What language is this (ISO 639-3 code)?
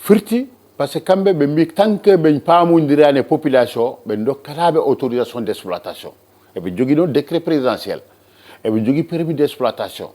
ful